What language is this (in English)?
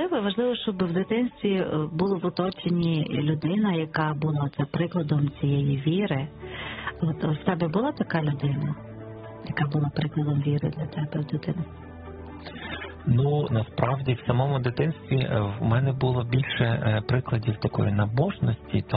Ukrainian